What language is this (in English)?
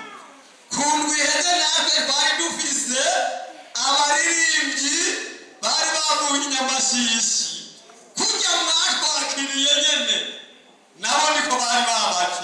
Rundi